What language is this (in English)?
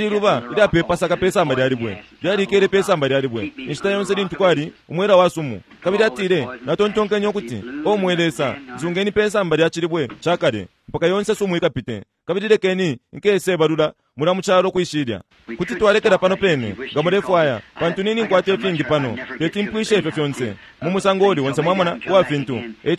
Bemba